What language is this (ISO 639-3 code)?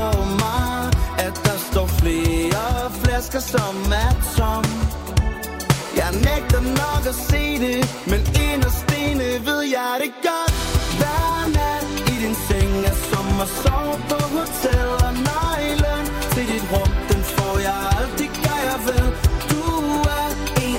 dan